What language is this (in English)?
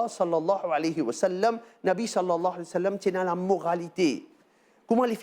Morisyen